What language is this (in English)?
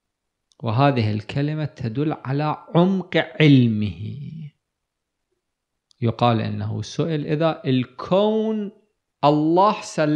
Arabic